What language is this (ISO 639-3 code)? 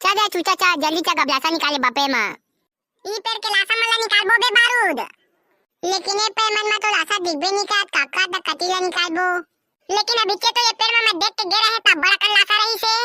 hne